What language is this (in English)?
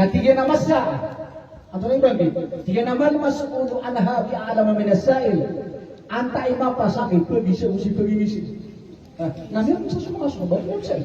Maranao